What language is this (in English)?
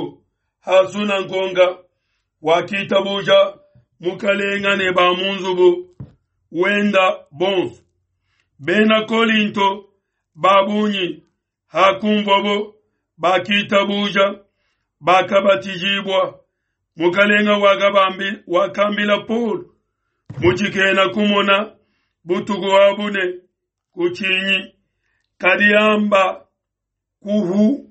Luba-Lulua